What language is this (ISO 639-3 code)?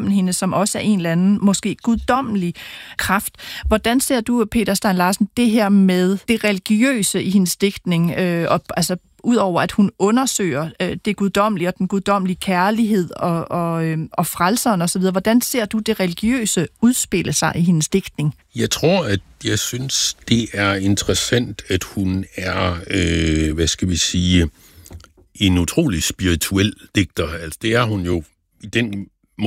dan